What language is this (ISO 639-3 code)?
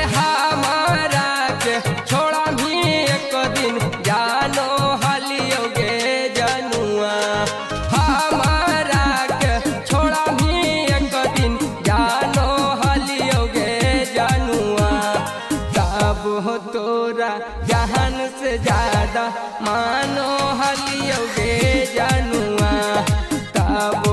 mag